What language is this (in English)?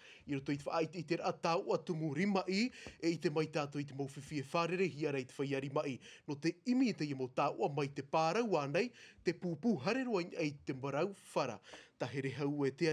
Tahitian